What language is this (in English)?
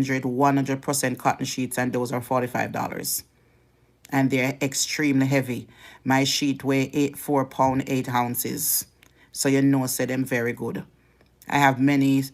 Jamaican Creole English